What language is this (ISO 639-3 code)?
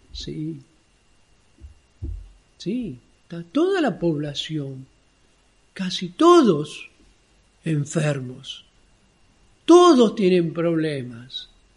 spa